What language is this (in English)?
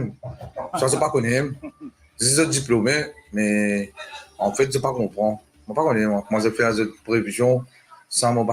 Morisyen